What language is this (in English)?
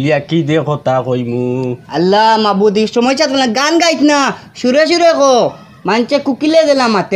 Sylheti